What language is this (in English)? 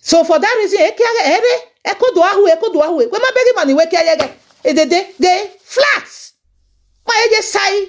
Nigerian Pidgin